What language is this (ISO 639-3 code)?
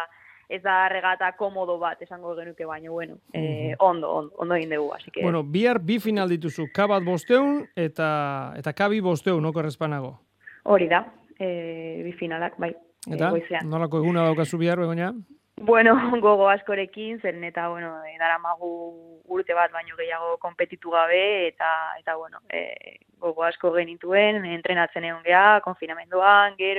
eus